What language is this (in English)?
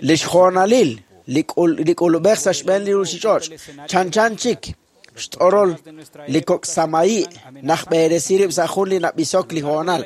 Kekchí